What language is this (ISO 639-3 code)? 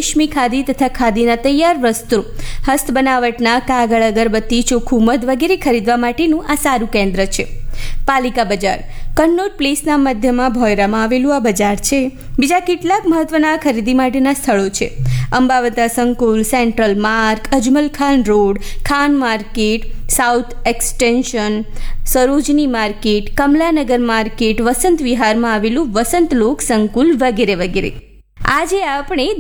guj